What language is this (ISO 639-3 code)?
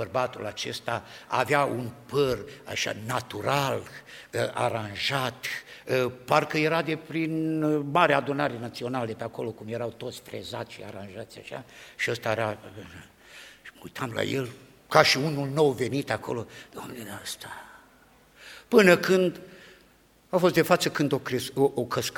ron